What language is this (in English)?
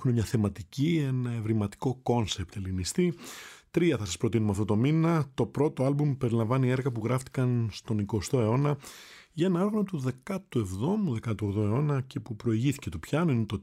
Greek